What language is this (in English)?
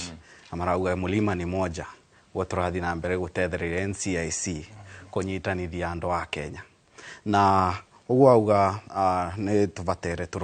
Kikuyu